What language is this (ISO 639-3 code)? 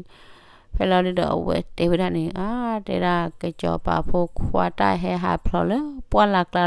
ksw